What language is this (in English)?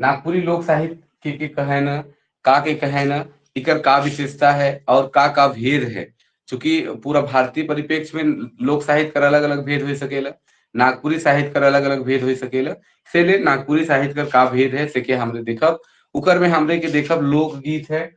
Sadri